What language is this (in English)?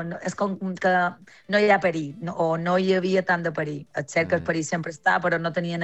Catalan